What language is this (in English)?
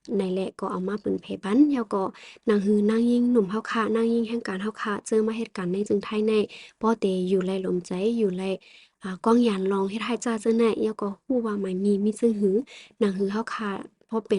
Shan